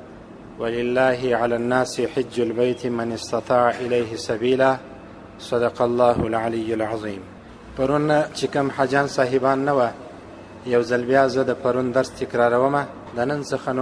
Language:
Pashto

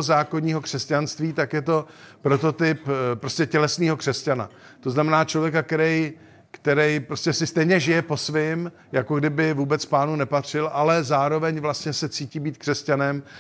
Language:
Czech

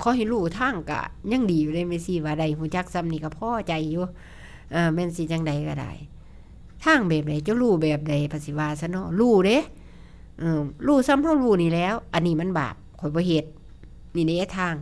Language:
Northeastern Thai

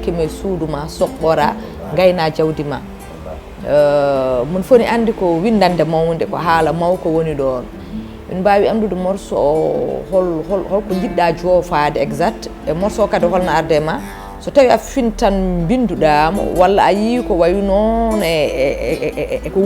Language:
Fula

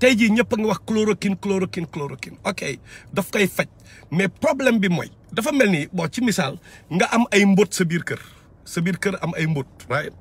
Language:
Wolof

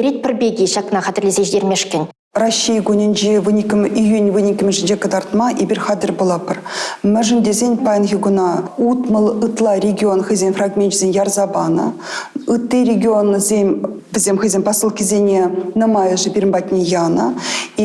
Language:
Chuvash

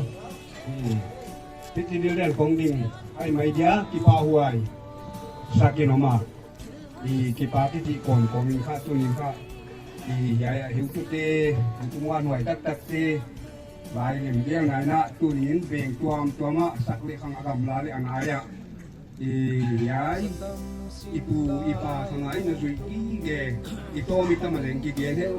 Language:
Paite Chin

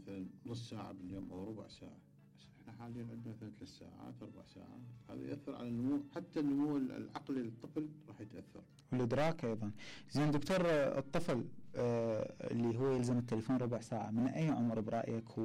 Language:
Mesopotamian Arabic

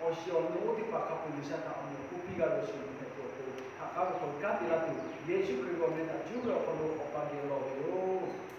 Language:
Lahu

